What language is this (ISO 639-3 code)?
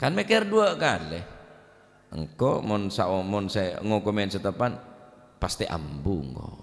mad